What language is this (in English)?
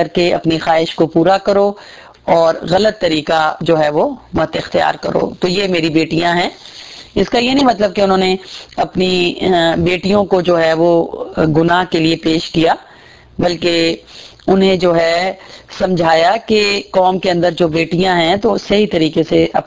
Urdu